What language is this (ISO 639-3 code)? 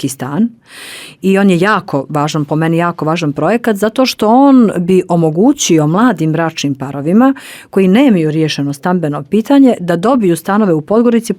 bos